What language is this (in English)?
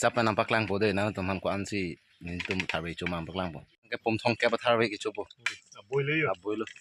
Karbi